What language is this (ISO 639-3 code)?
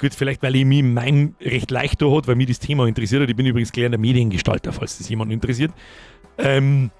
bar